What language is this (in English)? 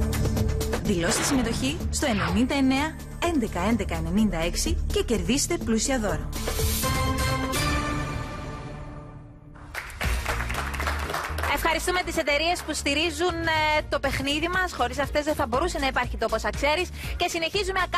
Greek